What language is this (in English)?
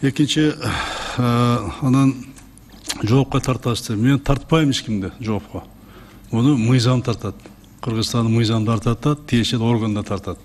Kyrgyz